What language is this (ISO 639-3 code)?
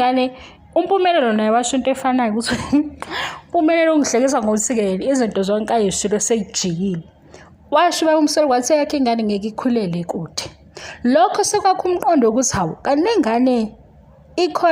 zul